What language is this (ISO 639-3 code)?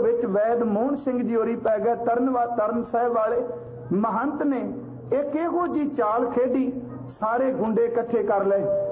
pan